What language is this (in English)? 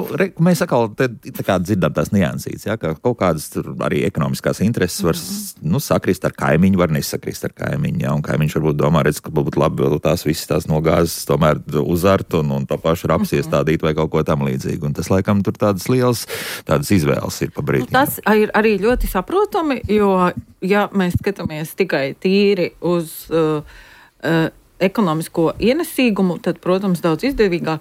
Latvian